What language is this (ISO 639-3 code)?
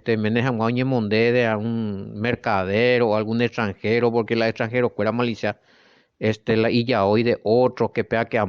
grn